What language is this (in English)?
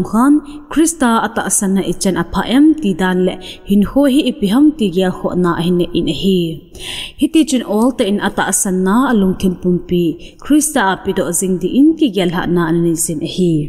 Thado Chin